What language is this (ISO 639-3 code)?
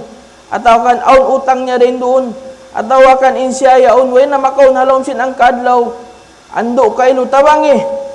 tsg